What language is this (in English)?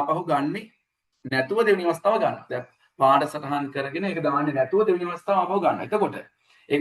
Sinhala